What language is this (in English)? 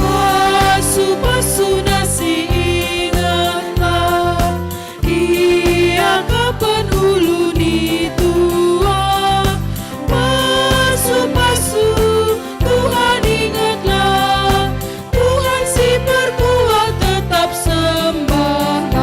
Batak Karo